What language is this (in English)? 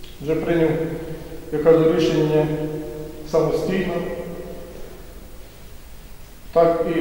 Ukrainian